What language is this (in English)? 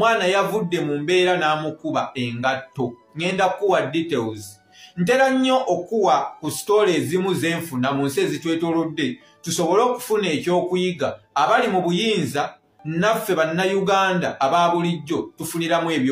Ganda